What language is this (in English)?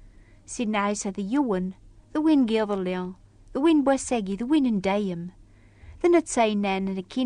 Kabyle